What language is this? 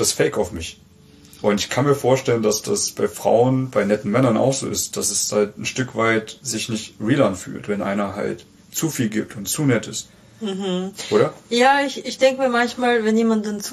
German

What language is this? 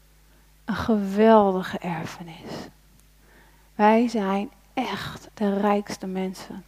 Dutch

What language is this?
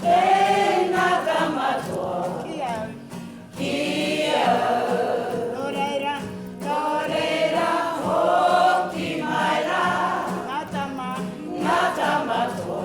Māori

